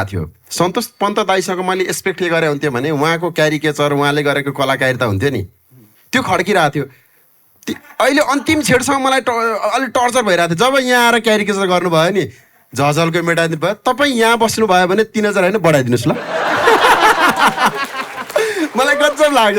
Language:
Nepali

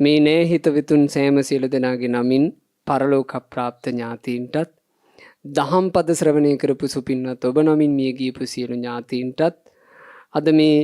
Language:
Sinhala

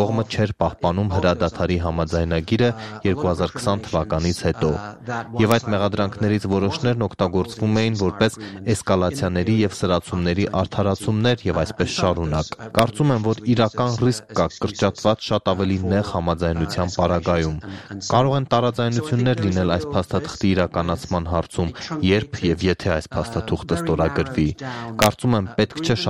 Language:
Armenian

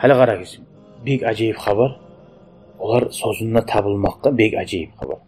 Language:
Kumyk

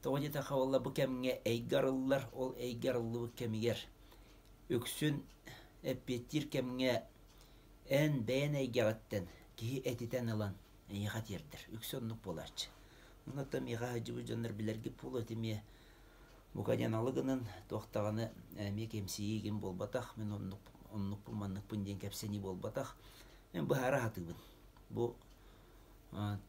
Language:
Yakut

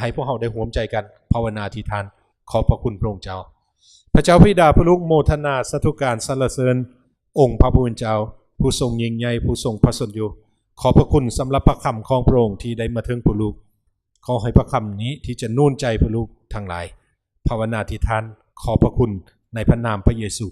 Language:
Lao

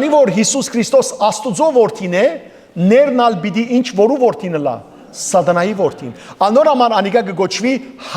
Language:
Western Armenian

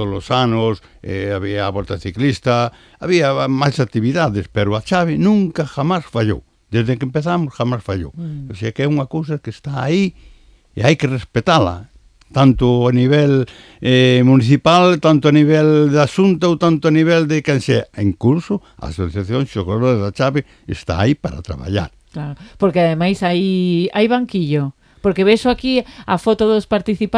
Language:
Galician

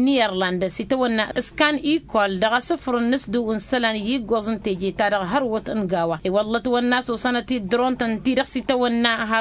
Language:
Tamasheq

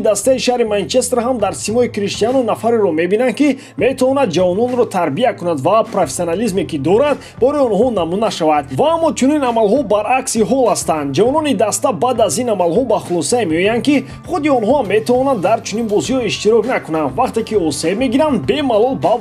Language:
Tajik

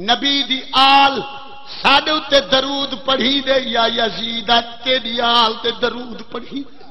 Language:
Saraiki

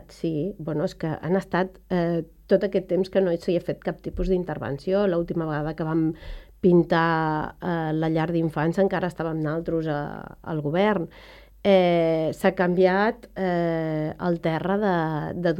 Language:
Catalan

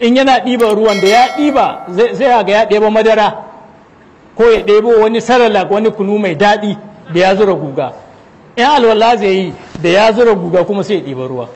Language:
Hausa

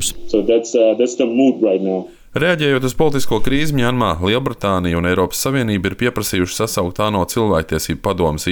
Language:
Latvian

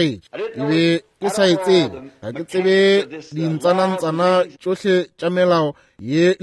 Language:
Northern Sotho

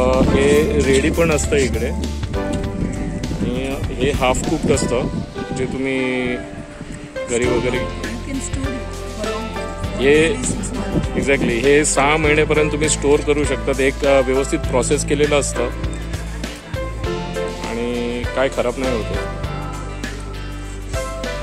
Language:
Marathi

